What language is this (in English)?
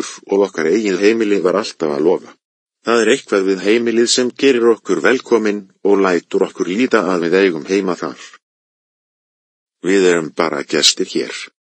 Icelandic